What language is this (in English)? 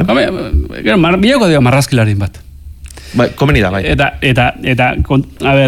Basque